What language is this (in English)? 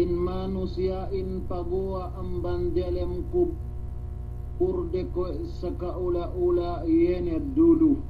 Yakan